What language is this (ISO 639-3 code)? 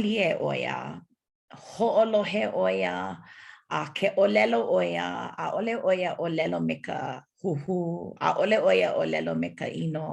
haw